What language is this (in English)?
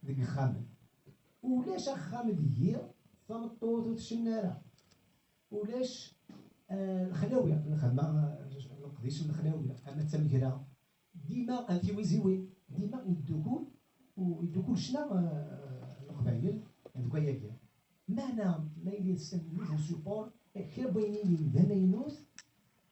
Kabyle